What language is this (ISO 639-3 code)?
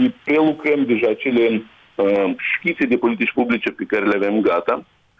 ron